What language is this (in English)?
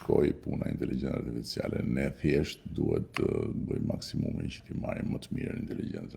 Albanian